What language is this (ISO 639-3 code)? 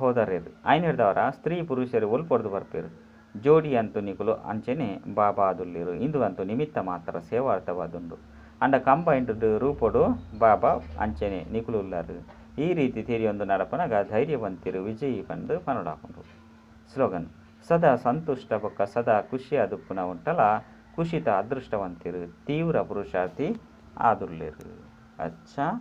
tcy